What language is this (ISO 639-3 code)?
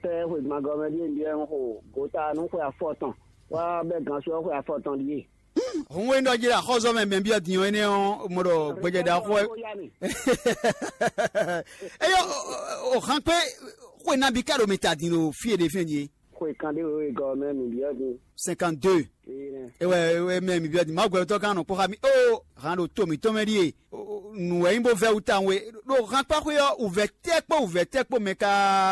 fon